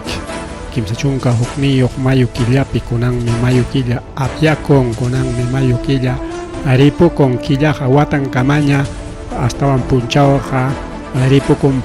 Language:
Ayacucho Quechua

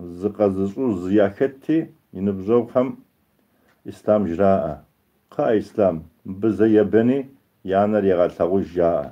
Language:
Kabardian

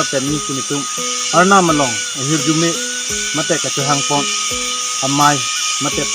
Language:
Karbi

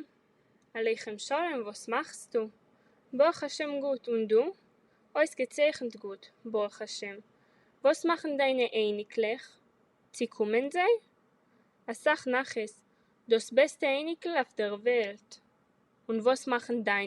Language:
Yiddish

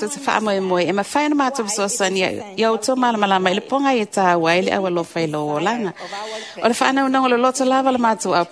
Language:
Samoan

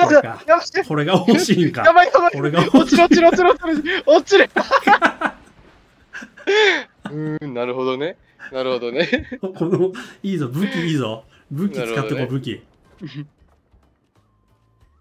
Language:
Japanese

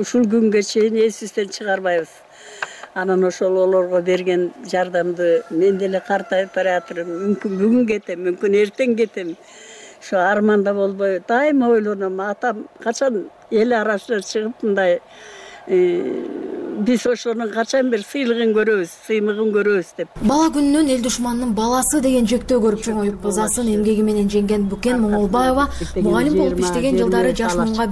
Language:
Kyrgyz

